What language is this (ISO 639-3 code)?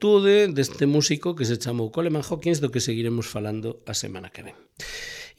glg